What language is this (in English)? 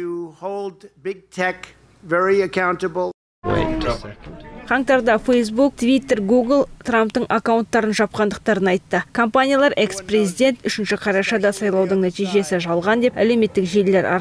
Kazakh